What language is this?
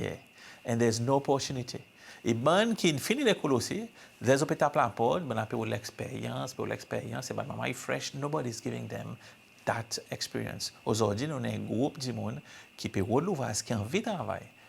Seselwa Creole French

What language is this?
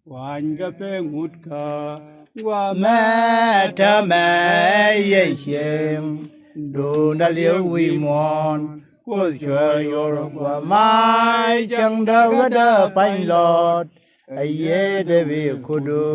Nuer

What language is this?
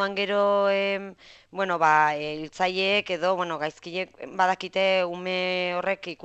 Basque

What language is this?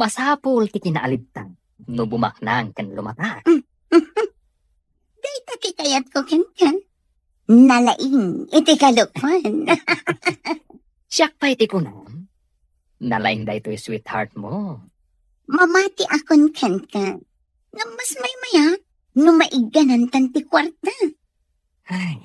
Iloko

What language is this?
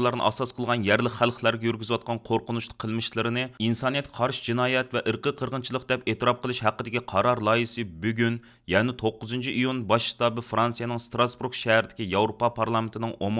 Uyghur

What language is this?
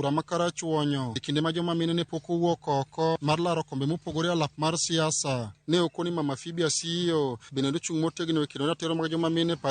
Luo (Kenya and Tanzania)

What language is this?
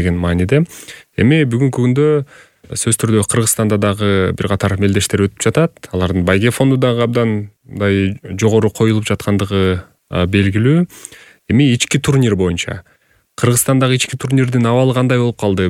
Kyrgyz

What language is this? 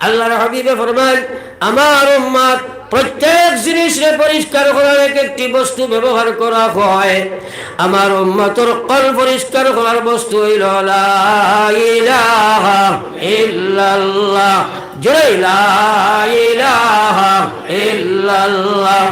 Sylheti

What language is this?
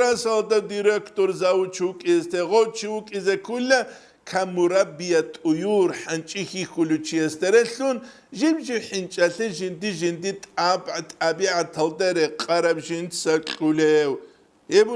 Avaric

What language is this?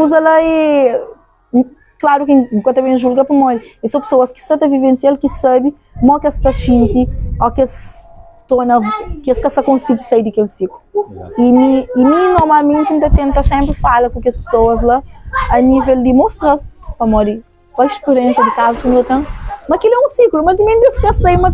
Kabuverdianu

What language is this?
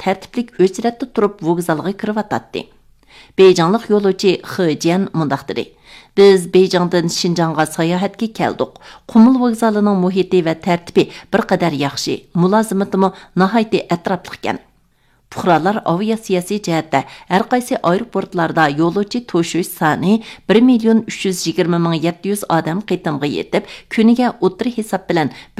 Uyghur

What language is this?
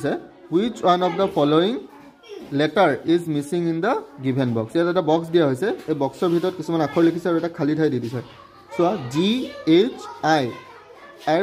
Assamese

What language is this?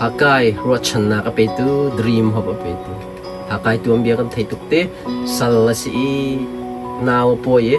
Hakha Chin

